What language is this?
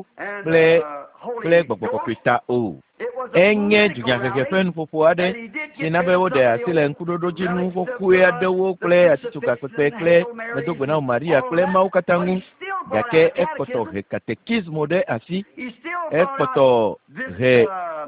Ewe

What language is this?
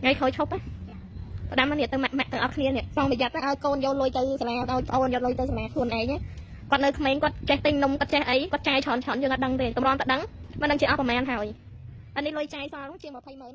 Khmer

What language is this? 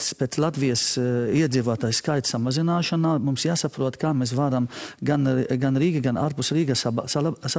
Latvian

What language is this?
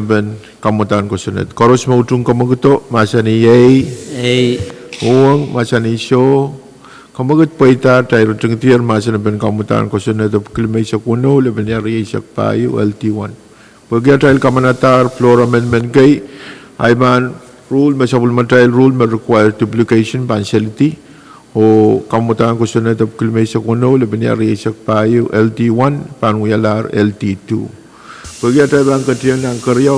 Pohnpeian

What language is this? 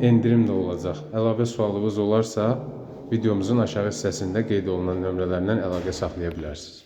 Azerbaijani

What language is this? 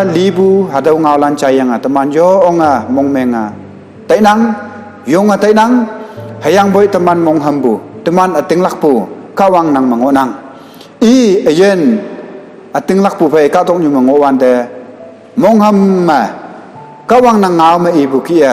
Konyak Naga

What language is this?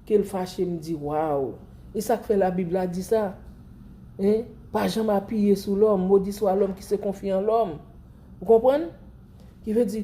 Haitian Creole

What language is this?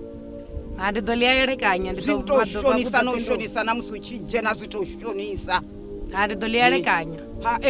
Venda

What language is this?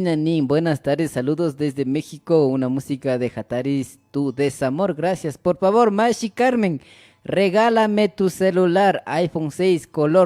Imbabura Highland Quichua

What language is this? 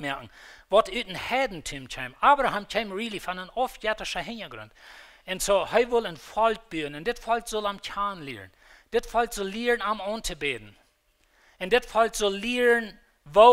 Plautdietsch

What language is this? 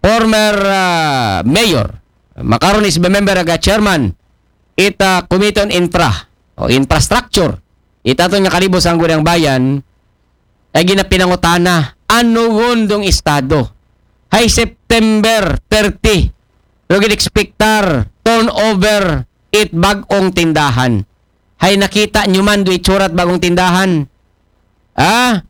Aklanon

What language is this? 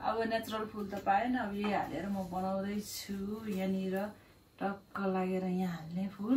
Nepali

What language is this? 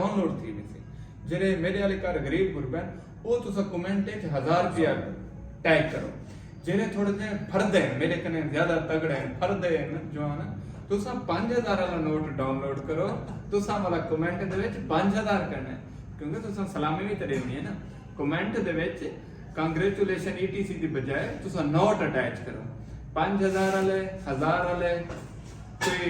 Saraiki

